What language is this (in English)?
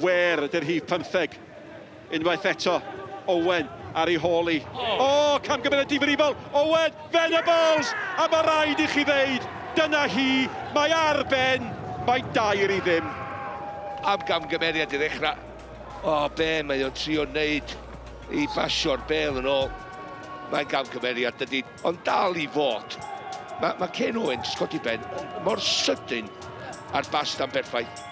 Welsh